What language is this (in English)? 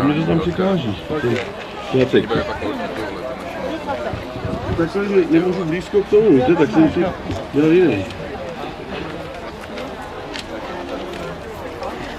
Czech